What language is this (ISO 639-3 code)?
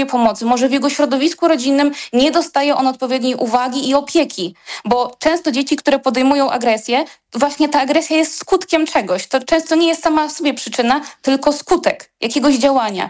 pol